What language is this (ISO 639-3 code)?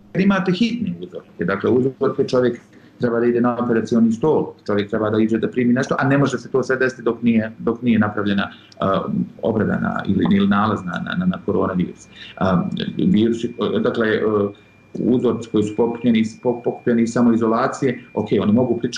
bos